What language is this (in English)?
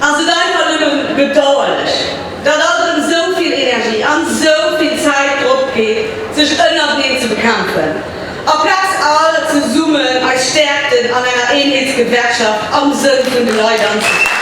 Luxembourgish